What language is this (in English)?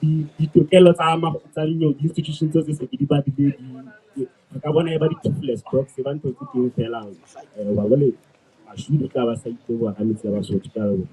Southern Sotho